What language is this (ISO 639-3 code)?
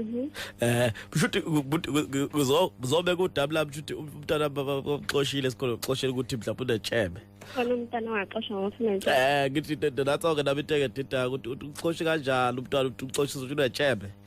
zul